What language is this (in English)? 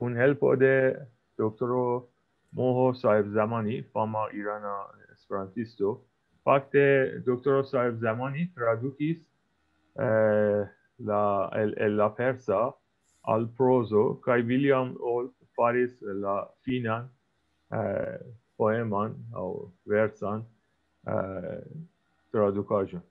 Esperanto